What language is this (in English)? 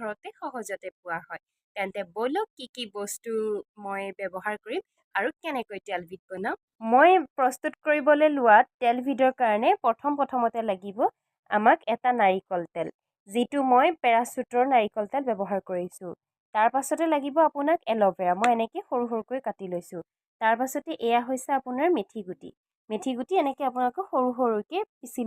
Assamese